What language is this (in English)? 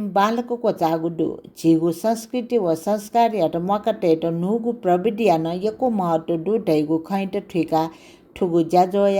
Newari